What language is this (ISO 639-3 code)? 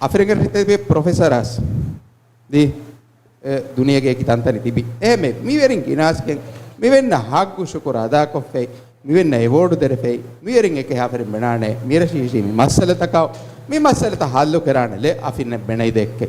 div